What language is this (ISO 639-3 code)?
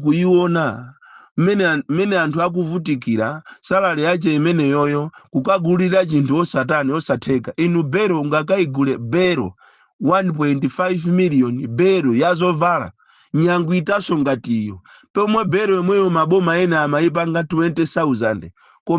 nya